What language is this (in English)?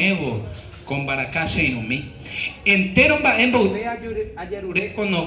Guarani